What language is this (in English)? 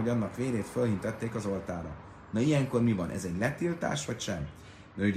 Hungarian